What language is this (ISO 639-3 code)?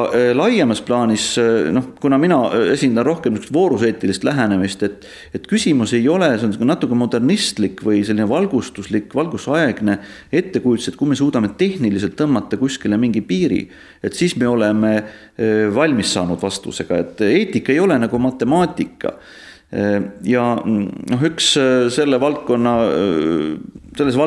est